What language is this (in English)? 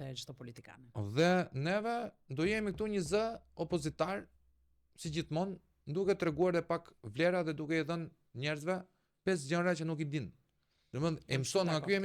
Albanian